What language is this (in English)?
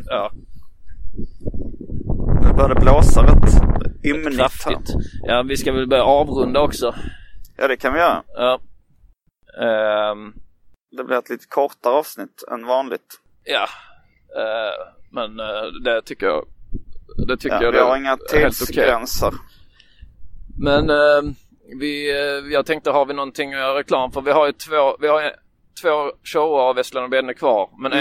Swedish